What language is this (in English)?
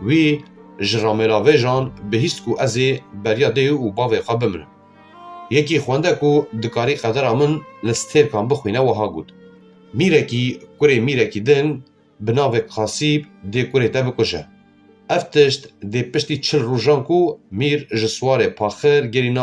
Kurdish